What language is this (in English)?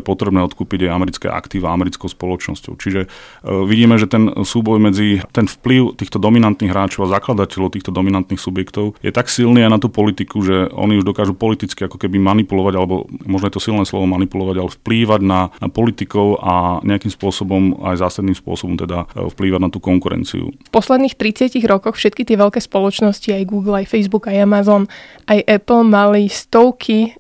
Slovak